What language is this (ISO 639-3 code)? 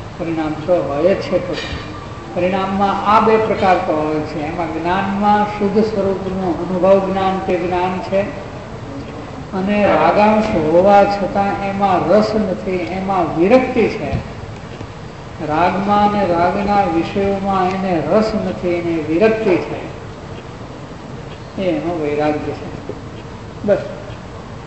guj